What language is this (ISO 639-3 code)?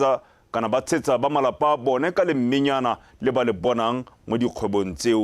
tsn